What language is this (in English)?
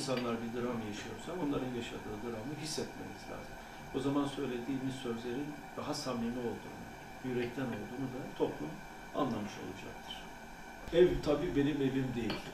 Turkish